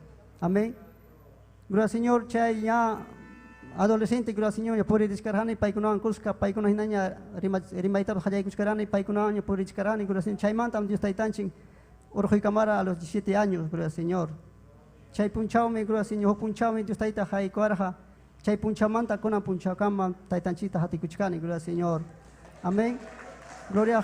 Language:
Ayacucho Quechua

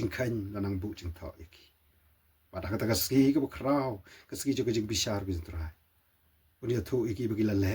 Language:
Khasi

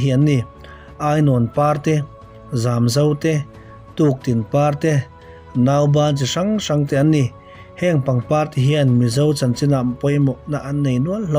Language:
Mizo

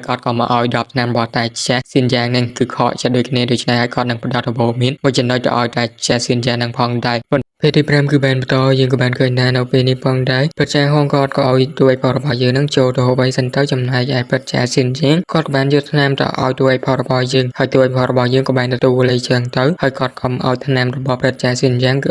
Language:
Khmer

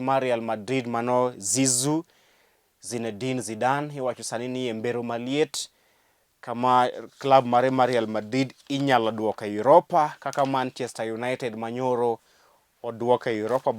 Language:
Luo (Kenya and Tanzania)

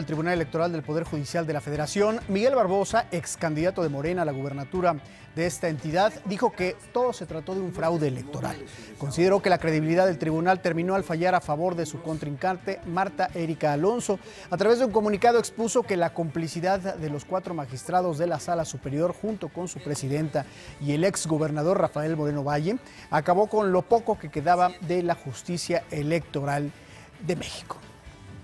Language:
Spanish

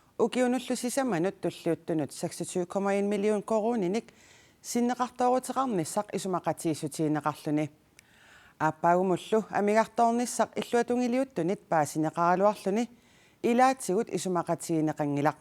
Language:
Kalaallisut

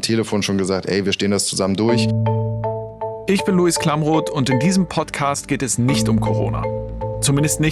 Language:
German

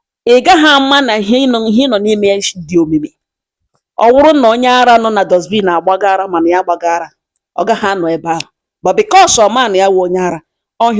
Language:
Igbo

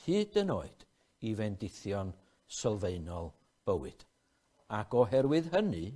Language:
Welsh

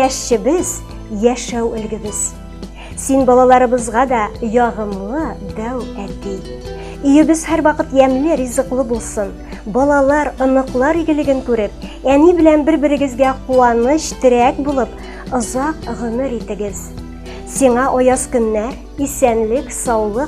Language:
Tatar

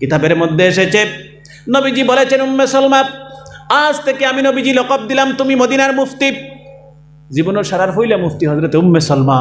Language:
Sylheti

